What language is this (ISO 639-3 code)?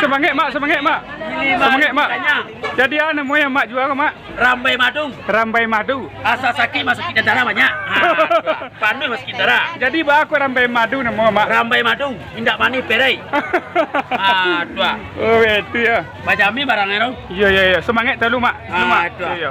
min